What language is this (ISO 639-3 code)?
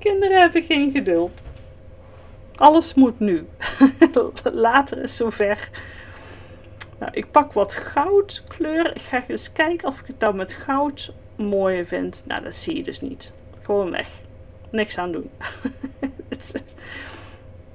nld